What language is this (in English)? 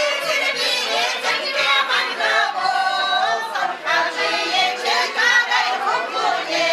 Chuvash